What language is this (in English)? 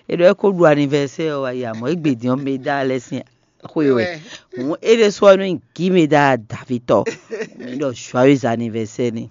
Fon